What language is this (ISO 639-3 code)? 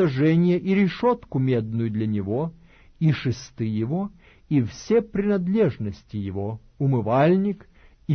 rus